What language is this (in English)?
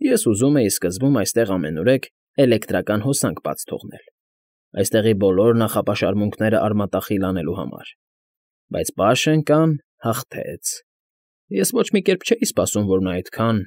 Armenian